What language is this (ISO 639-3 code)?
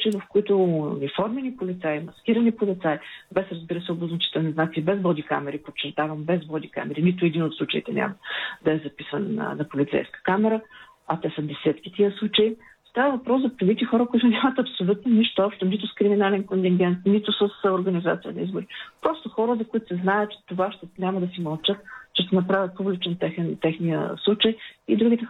bul